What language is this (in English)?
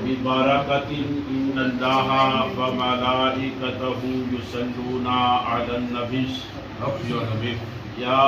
Pahari-Potwari